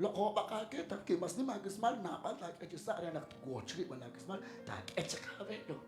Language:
Kekchí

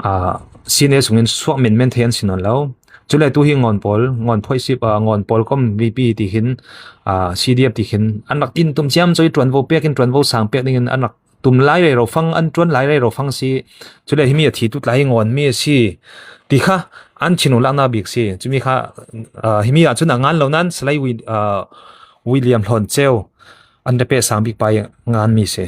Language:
Falam Chin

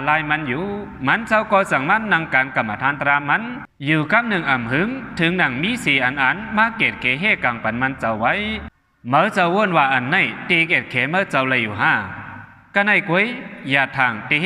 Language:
Shan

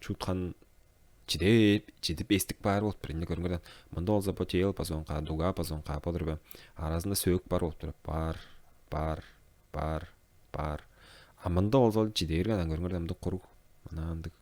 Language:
Tuvinian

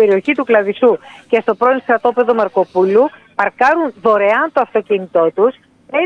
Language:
Greek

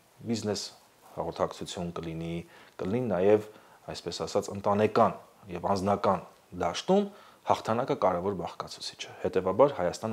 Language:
Armenian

